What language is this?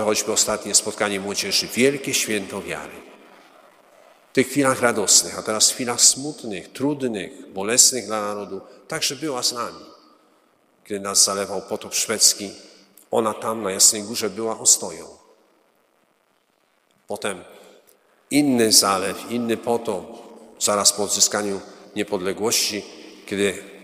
Polish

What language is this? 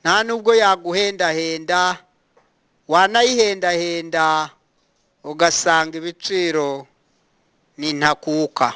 Kinyarwanda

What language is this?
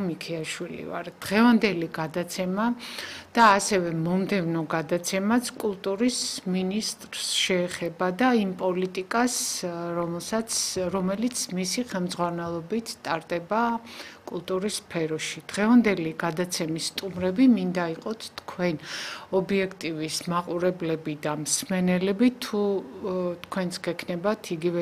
Georgian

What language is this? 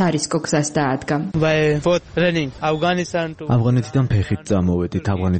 Georgian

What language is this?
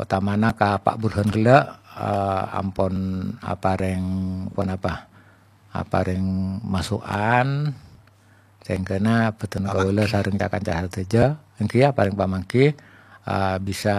Madurese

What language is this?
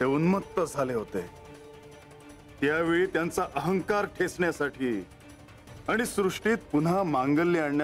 Marathi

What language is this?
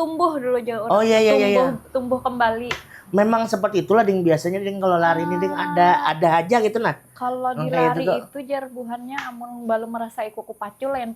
Banjar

